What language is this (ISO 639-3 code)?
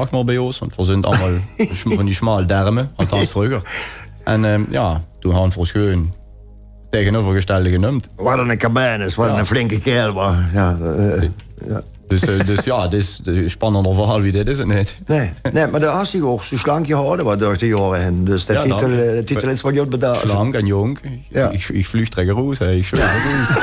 lim